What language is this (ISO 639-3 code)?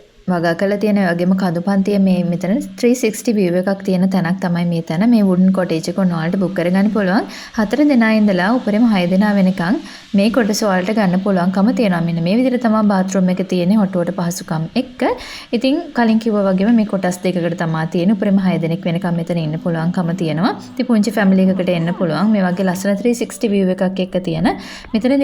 sin